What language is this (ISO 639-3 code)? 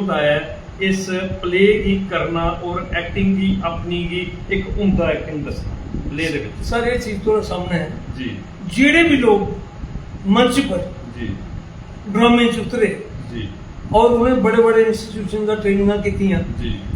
doi